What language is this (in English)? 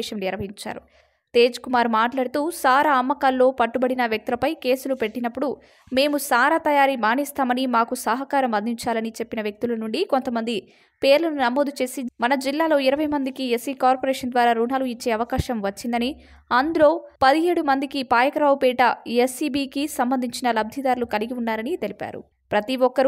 Telugu